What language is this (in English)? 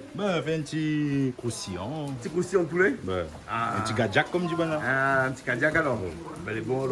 Réunion Creole French